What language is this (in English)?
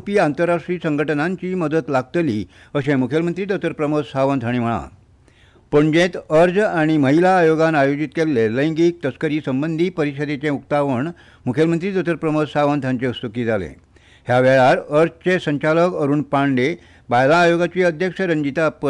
Konkani